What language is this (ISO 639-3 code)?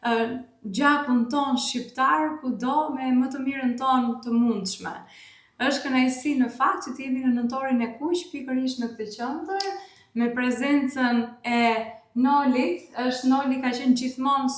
sqi